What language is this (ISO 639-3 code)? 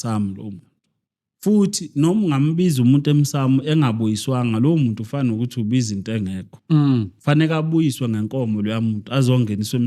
zul